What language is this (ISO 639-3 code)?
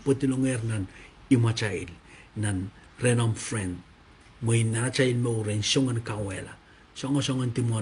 pon